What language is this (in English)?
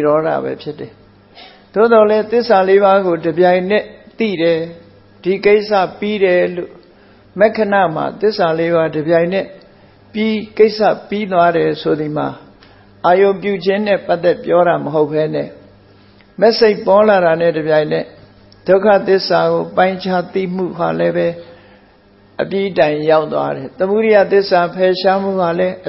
Burmese